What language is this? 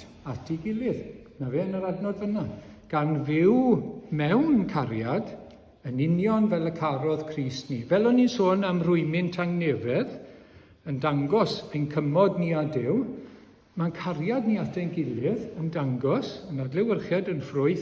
Welsh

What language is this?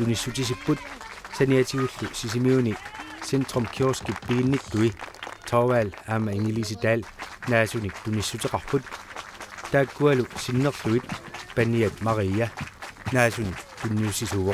Kalaallisut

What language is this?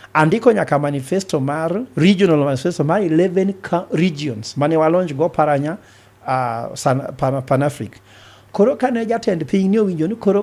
Luo (Kenya and Tanzania)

